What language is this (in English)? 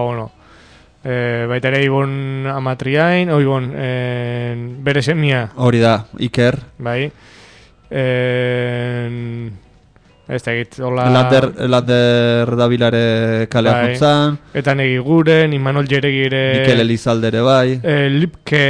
Basque